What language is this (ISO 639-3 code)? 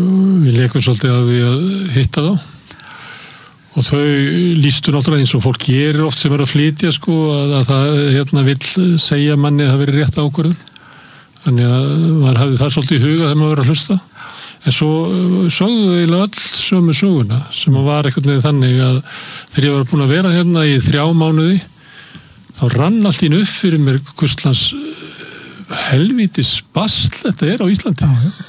isl